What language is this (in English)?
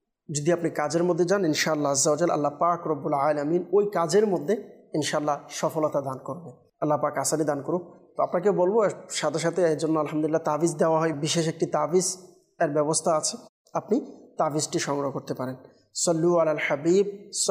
Bangla